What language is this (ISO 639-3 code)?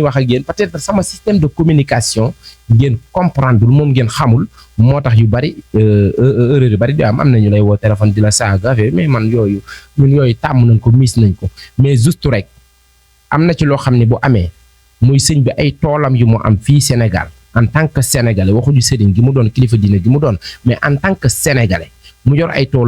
wol